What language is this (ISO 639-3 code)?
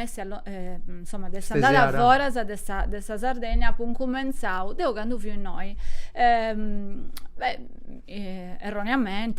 srd